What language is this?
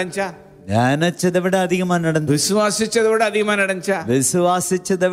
Tamil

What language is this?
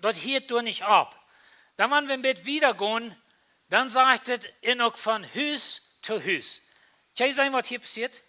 Plautdietsch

